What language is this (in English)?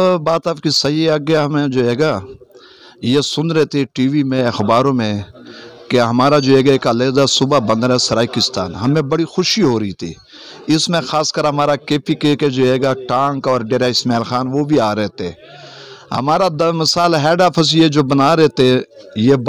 Saraiki